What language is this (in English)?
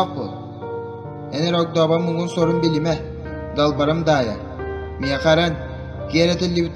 Yakut